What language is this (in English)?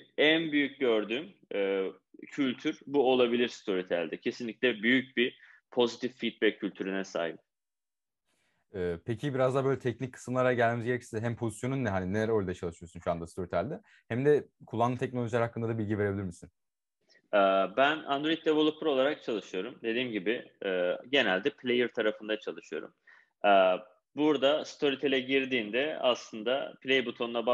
Turkish